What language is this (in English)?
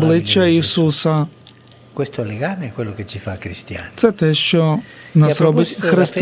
Ukrainian